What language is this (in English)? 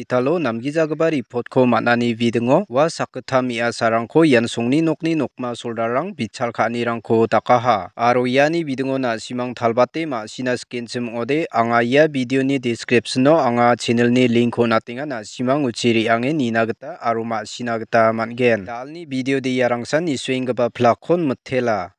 Garo